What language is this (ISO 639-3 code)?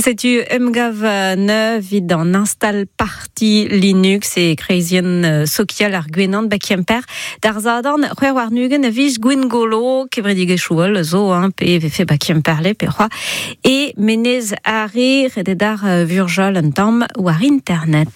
bre